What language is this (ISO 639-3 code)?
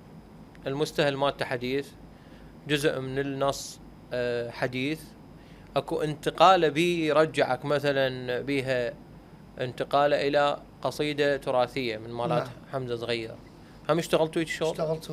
acm